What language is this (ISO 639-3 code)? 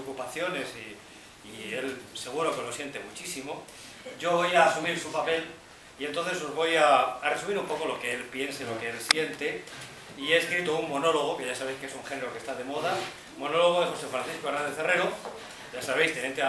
spa